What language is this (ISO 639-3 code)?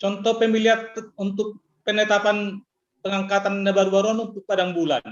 bts